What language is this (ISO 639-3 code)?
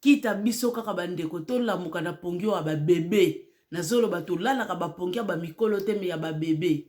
lin